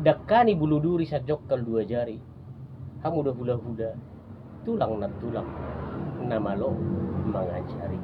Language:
Batak Toba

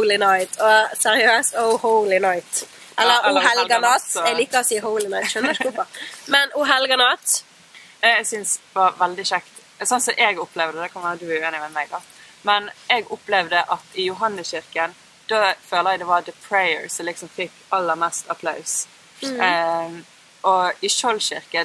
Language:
Norwegian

